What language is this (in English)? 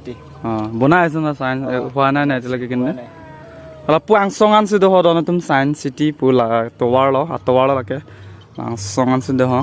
Karbi